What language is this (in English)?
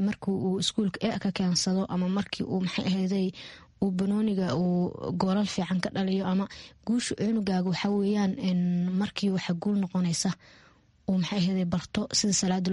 Somali